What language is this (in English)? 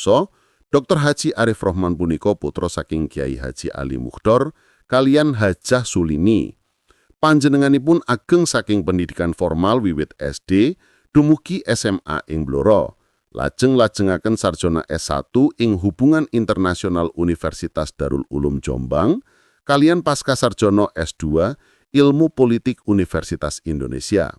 Javanese